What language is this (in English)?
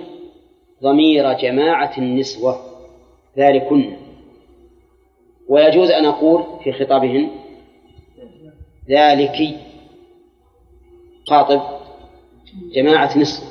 Arabic